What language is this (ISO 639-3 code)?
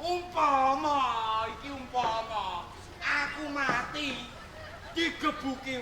jav